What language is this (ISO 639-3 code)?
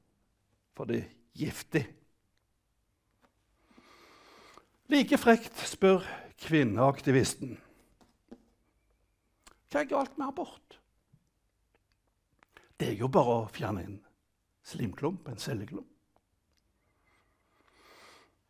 nor